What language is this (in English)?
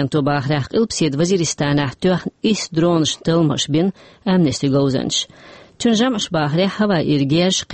Chechen